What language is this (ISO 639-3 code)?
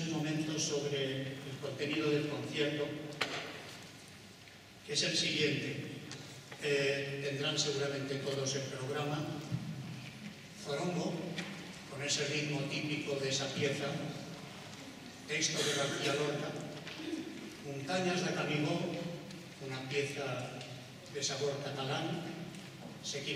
spa